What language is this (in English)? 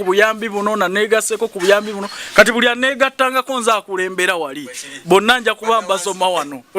Ganda